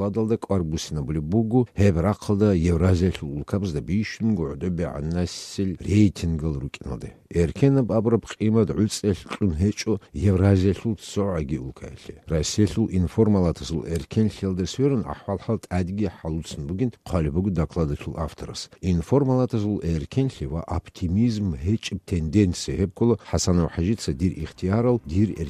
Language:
Avaric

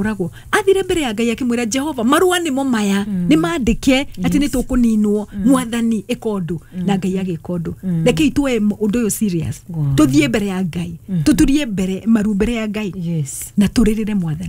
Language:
Kikuyu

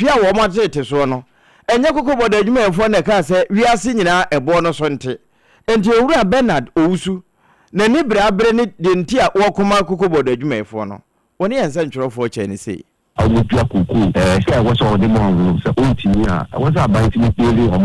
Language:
Akan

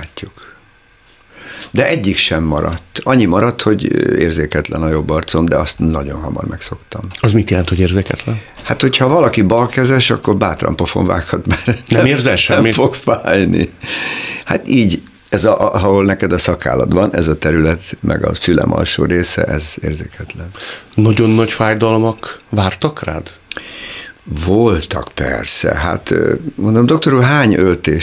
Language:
Hungarian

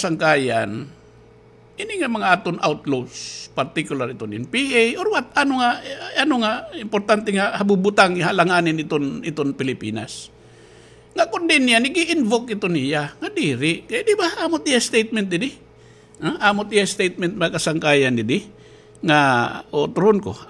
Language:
Waray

